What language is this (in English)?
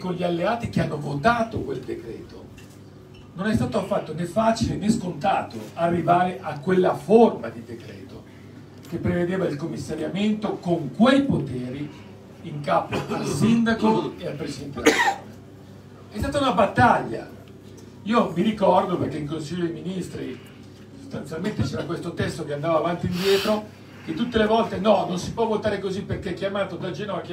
Italian